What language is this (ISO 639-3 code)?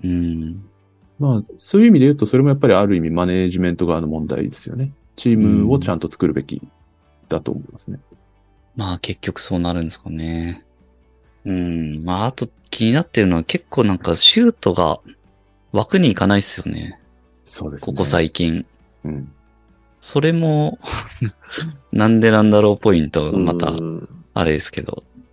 jpn